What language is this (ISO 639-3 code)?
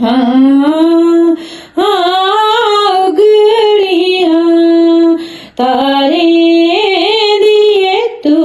doi